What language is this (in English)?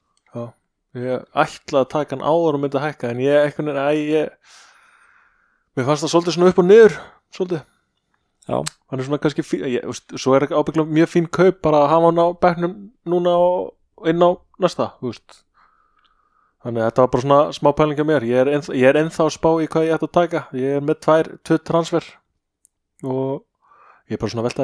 Icelandic